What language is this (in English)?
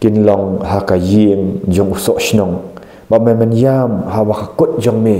Khasi